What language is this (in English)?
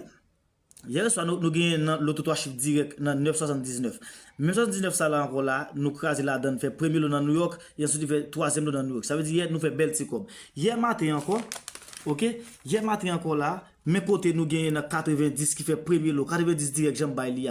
Haitian Creole